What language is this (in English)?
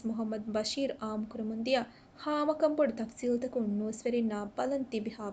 Divehi